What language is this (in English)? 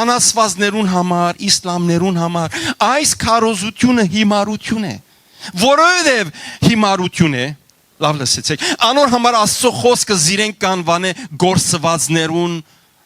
Western Armenian